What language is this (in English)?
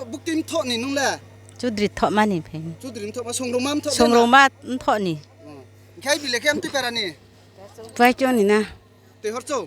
Riang (India)